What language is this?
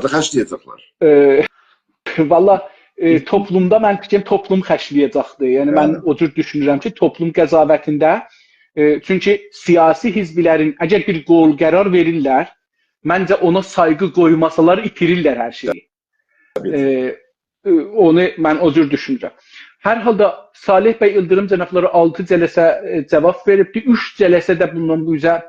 South Azerbaijani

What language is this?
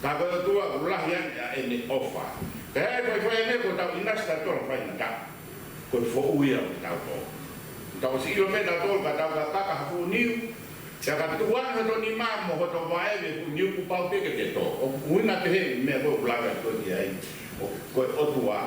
Tongan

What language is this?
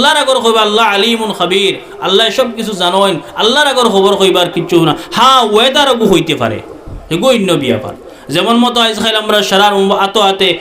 Sylheti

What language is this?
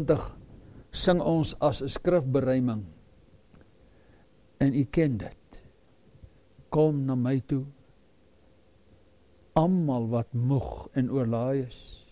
Afrikaans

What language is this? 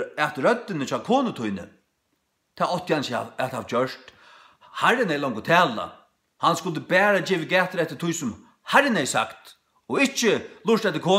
Faroese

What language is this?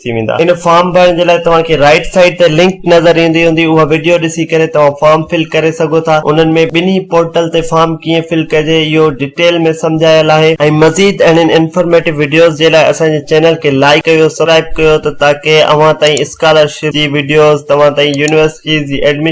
Sindhi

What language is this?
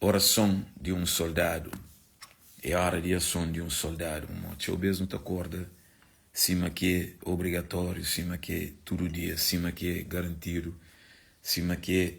Kabuverdianu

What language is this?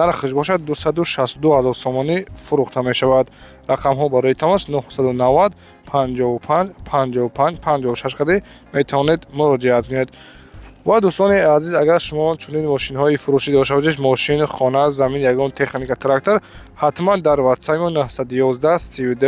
Tajik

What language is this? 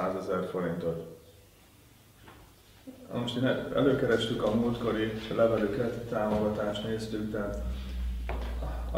Hungarian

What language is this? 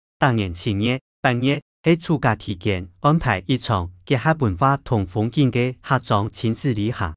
Hakka Chinese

